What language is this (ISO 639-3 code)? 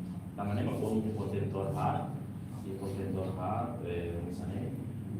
tet